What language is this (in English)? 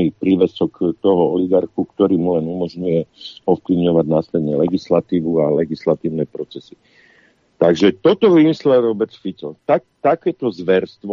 Slovak